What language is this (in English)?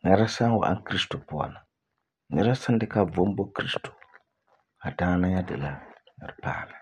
Frafra